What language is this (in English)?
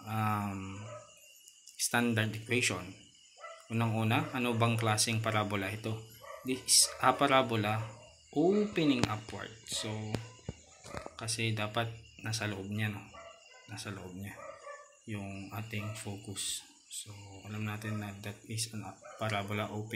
Filipino